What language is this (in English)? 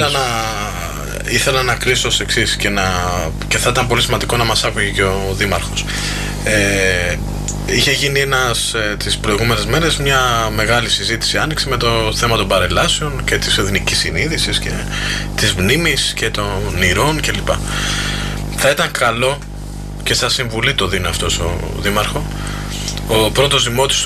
Greek